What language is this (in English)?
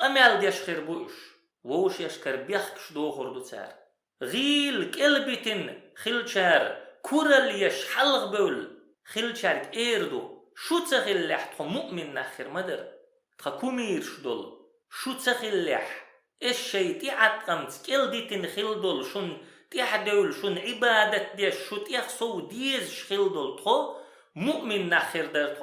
Chechen